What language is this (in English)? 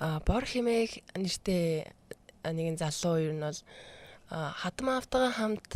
Mongolian